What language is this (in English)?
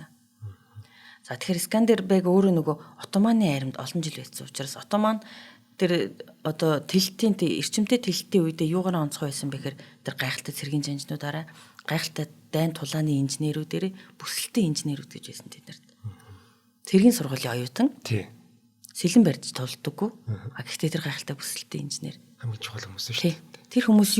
Mongolian